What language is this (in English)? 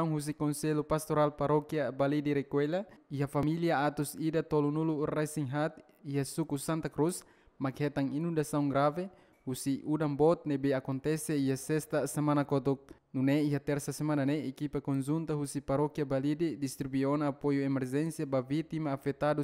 Tetum